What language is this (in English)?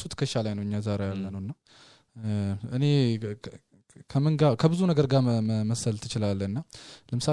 Amharic